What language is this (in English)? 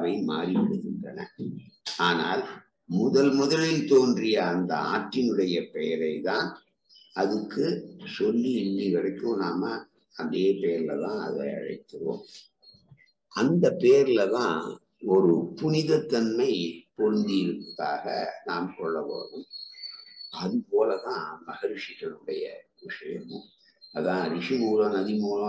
Tamil